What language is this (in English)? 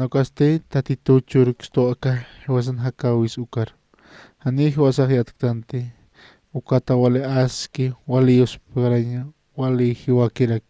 Aymara